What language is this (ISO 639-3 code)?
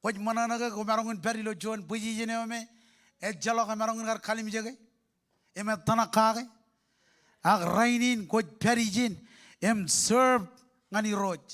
mah